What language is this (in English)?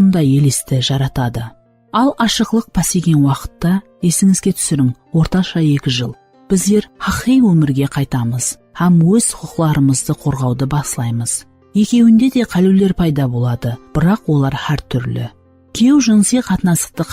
Kara-Kalpak